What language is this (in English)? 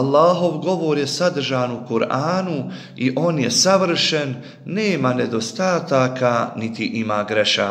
Bosnian